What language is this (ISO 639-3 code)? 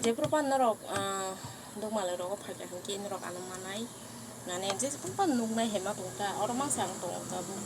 trp